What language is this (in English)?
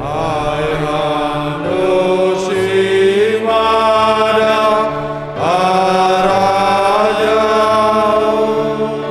Batak Simalungun